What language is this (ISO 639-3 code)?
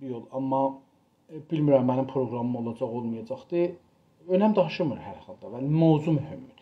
azb